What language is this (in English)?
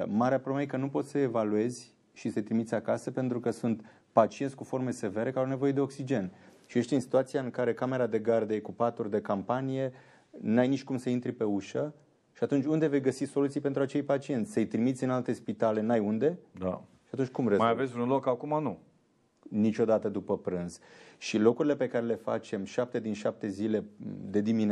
Romanian